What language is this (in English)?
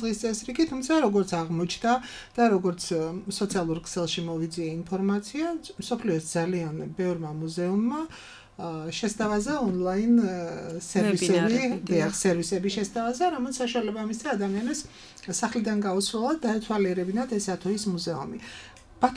Georgian